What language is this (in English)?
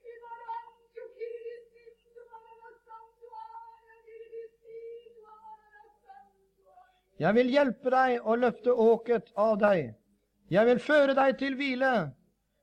Norwegian